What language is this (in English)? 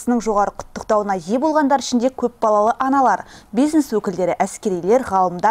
Kazakh